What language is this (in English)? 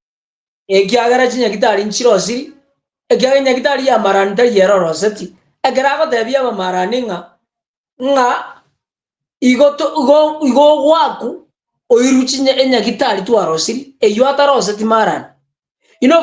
Gusii